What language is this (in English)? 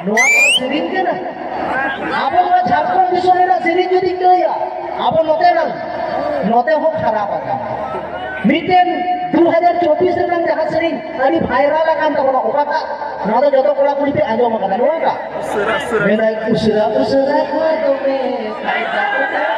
Santali